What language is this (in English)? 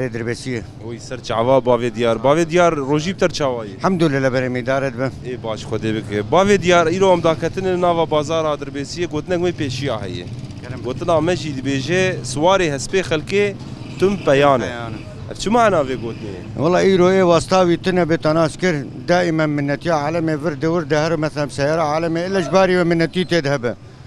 Kurdish